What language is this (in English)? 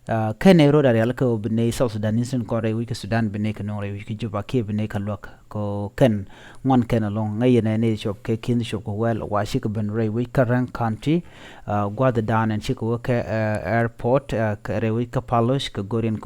Nuer